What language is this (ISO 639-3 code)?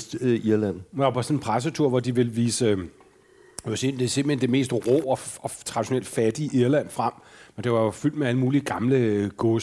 dan